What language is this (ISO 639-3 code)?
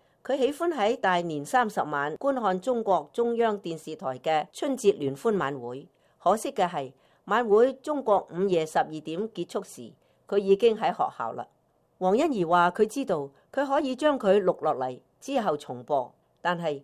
yue